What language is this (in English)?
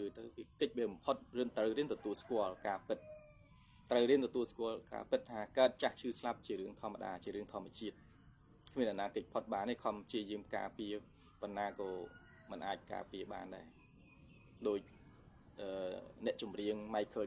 Khmer